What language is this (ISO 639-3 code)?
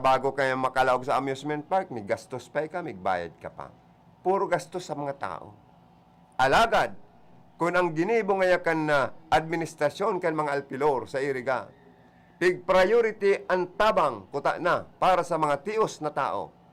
bik